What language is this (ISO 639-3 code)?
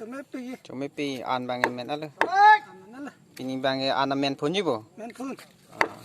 mjw